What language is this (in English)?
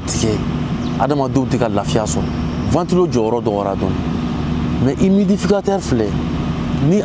Bambara